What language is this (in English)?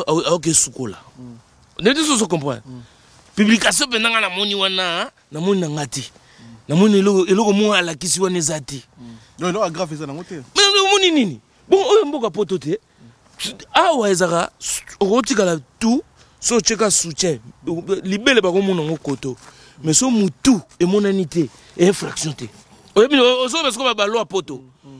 Lingala